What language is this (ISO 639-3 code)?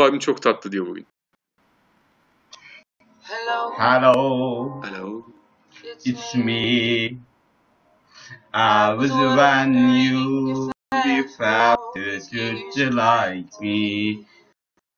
tur